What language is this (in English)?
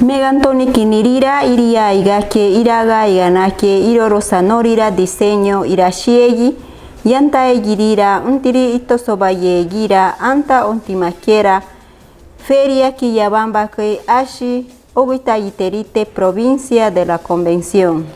Machiguenga